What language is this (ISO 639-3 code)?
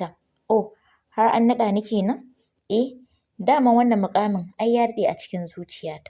hau